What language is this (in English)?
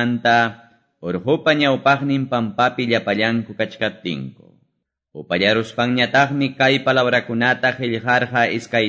Quechua